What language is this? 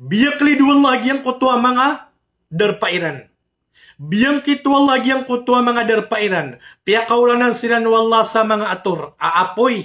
Maranao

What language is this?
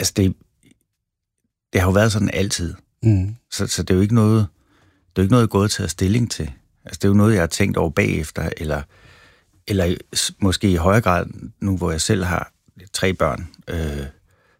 Danish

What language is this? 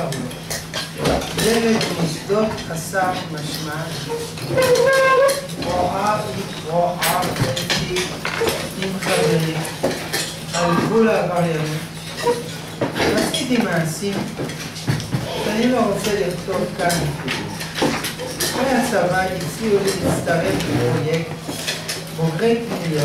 Hebrew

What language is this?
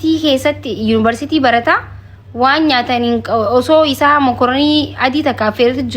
Oromo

